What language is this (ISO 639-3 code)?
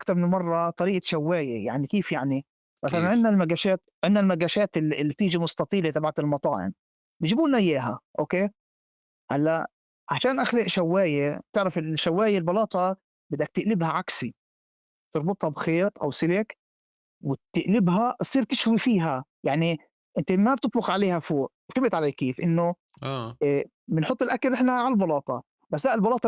apc